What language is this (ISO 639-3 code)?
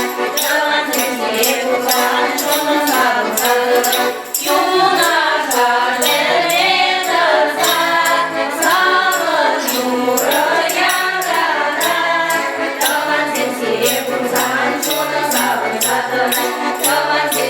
chv